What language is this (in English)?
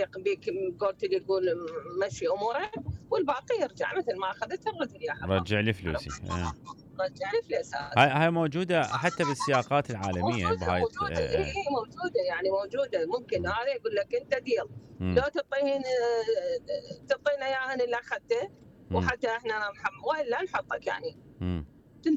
Mesopotamian Arabic